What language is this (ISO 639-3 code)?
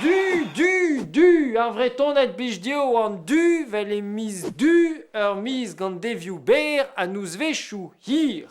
bre